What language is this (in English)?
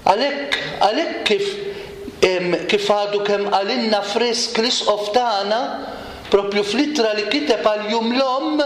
Maltese